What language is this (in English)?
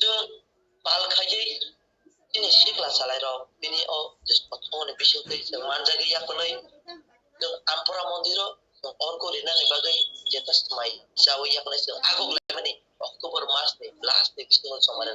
Kok Borok